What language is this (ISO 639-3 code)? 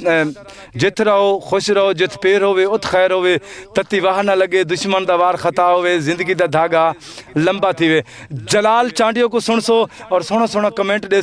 skr